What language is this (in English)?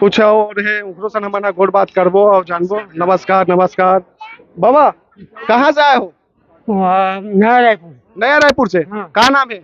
Chhattisgarhi